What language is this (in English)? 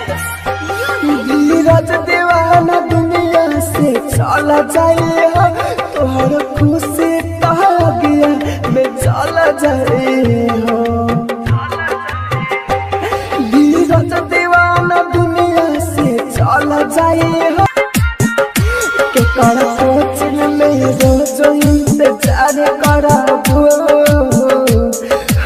Bhojpuri